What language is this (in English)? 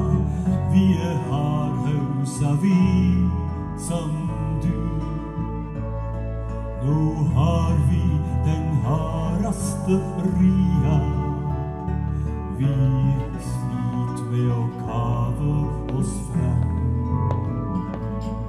Norwegian